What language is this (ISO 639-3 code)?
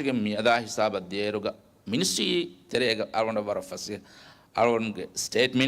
div